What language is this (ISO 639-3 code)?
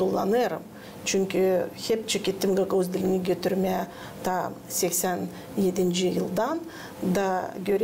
gag